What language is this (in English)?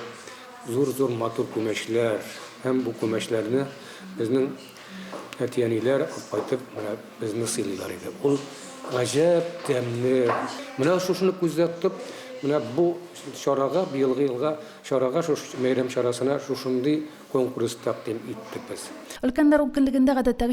Tatar